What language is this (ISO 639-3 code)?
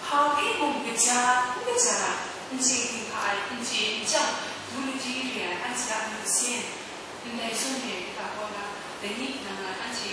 kac